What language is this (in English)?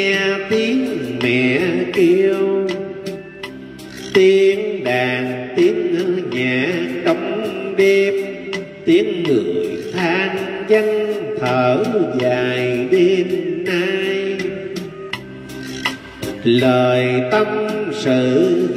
Vietnamese